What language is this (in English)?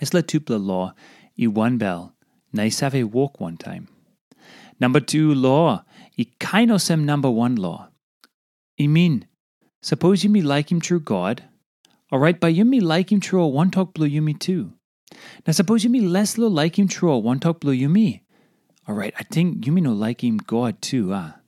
Tok Pisin